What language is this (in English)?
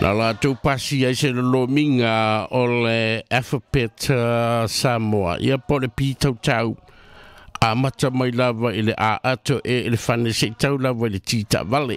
Samoan